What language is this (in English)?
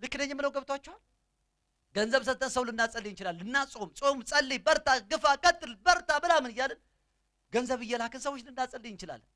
Amharic